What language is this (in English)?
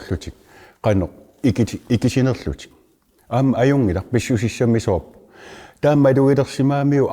Kalaallisut